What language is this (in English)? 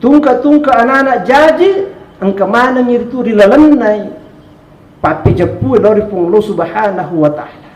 Buginese